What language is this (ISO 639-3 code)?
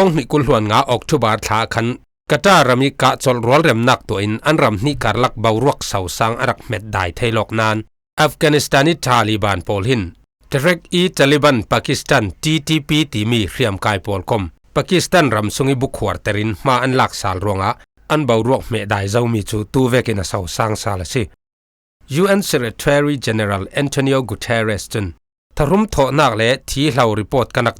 cfm